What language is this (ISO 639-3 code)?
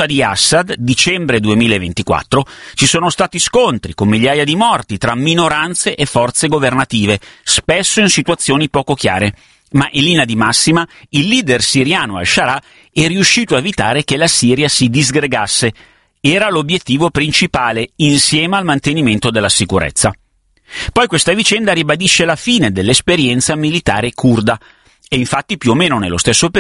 ita